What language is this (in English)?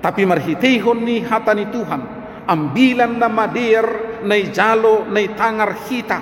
Batak Simalungun